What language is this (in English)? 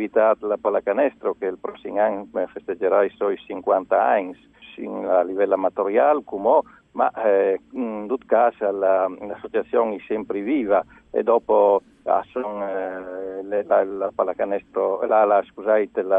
Friulian